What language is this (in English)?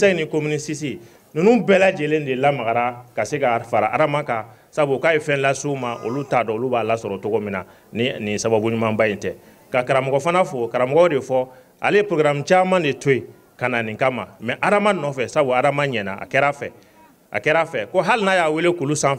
Bambara